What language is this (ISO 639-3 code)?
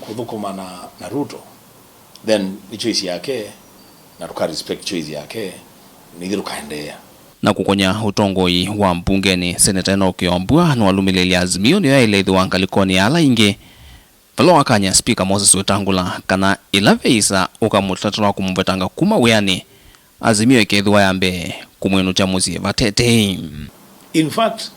kam